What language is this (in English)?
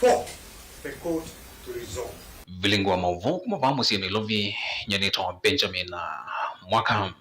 Kamba